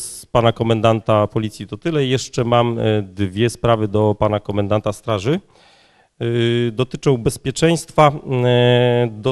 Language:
Polish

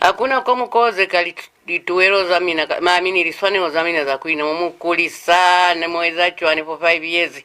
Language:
Lozi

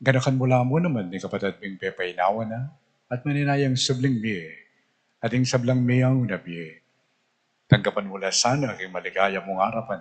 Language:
Pampanga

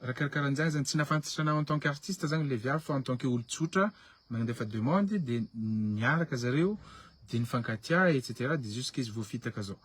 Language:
Malagasy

